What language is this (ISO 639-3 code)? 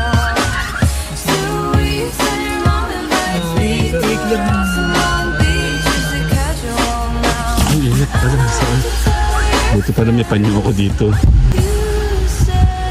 fil